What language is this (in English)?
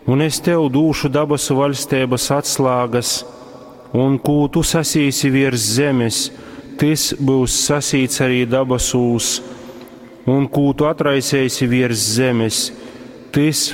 Latgalian